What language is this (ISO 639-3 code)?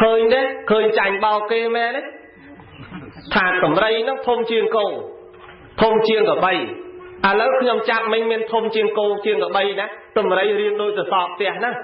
khm